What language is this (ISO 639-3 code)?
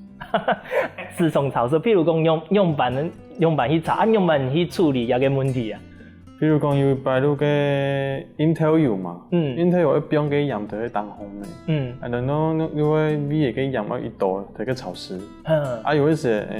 hak